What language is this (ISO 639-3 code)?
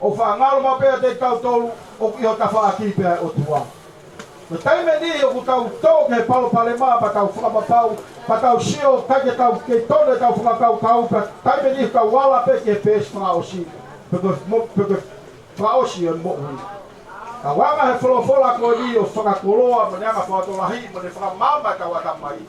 ton